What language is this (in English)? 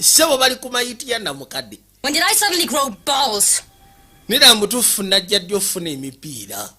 Ganda